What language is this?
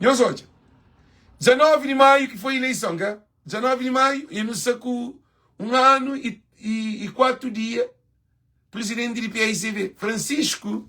Kabuverdianu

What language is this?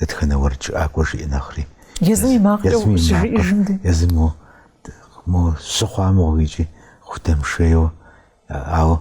Kabardian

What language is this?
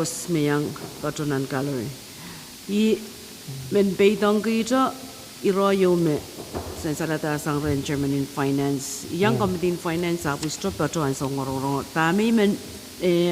Pohnpeian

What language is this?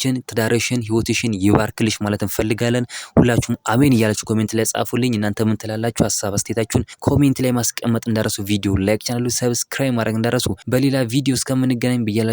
Amharic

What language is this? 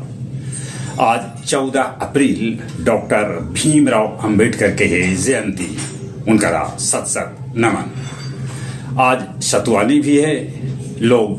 Magahi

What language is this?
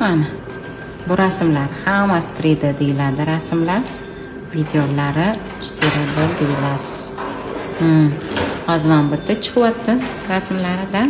Uzbek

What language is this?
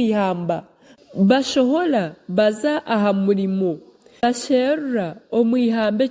Nyankole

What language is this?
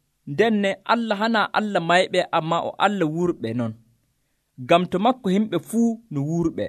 Nigerian Fulfulde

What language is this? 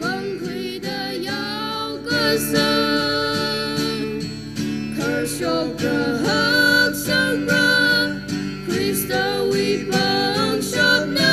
Tangkhul Naga (India)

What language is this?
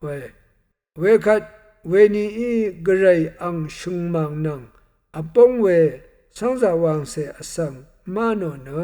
Rawang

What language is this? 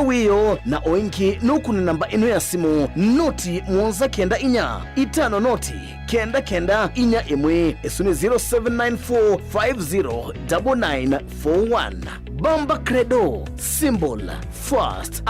Kamba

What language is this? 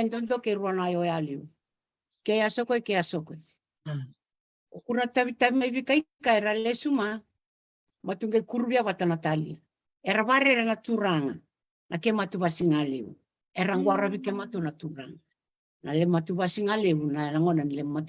Fijian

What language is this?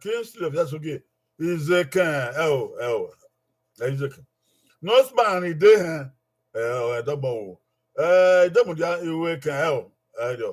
Bini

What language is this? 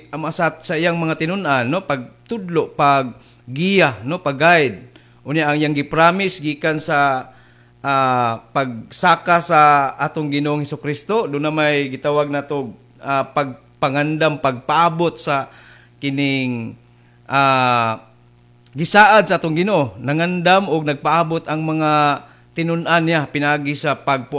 Cebuano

